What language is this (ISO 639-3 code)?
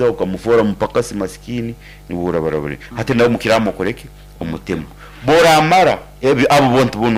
nyn